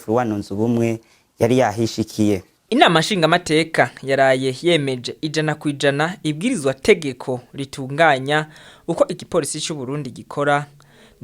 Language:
Rundi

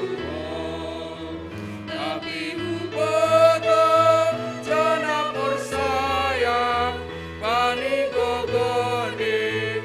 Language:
Batak Simalungun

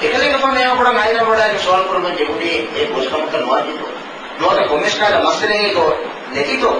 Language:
Divehi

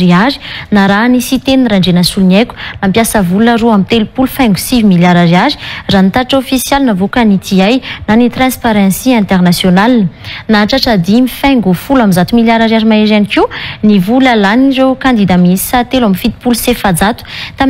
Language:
Malagasy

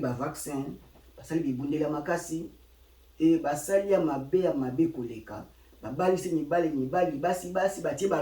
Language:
Lingala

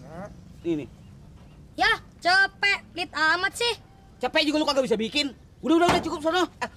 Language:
Betawi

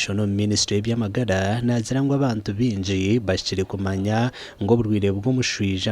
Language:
Nyankole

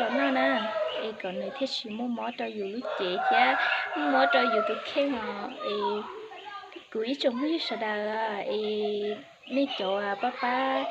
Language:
Hmong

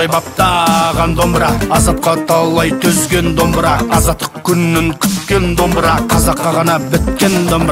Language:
Kazakh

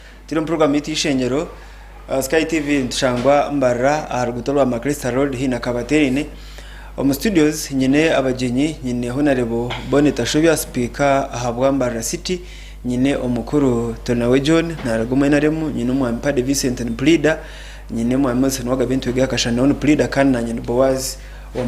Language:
Nyankole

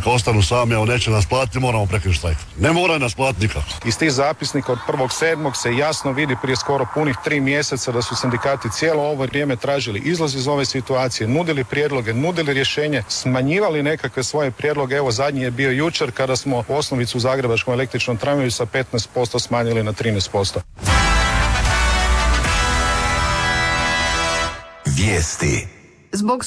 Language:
Croatian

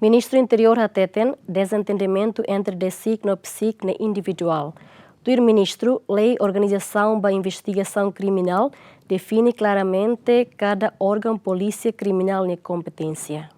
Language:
Tetum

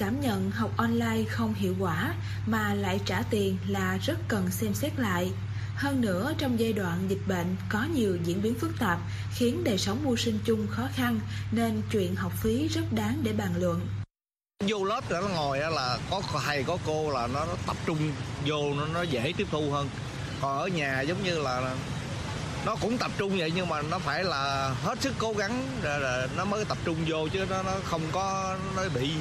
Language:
Vietnamese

